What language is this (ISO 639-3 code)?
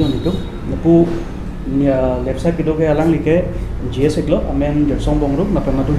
mjw